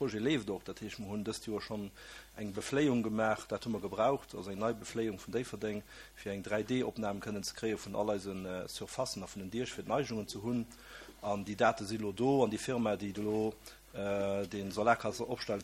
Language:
Luxembourgish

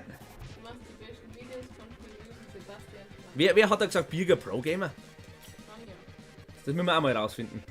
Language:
Bavarian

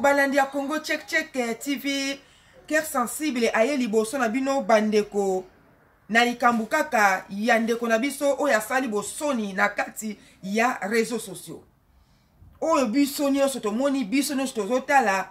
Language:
Lingala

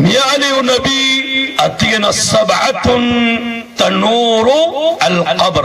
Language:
Maranao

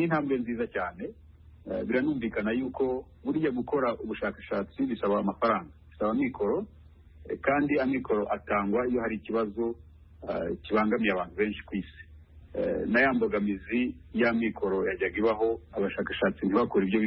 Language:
Kinyarwanda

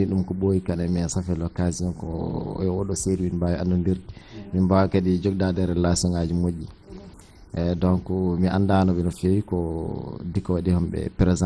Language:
Fula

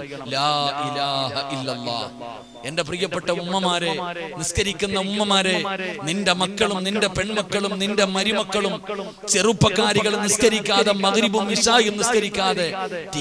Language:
Malayalam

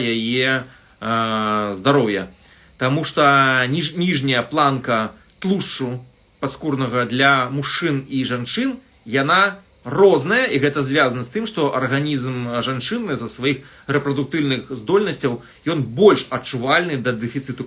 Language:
Belarusian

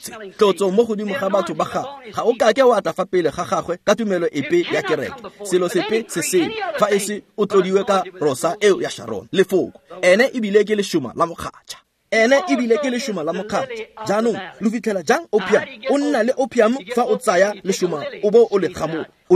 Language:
Tswana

